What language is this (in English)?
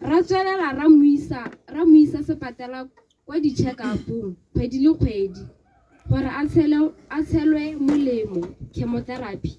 Tswana